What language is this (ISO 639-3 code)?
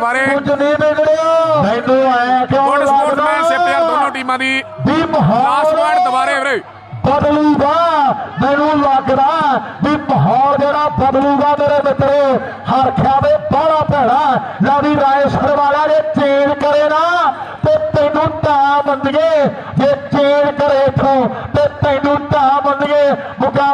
pan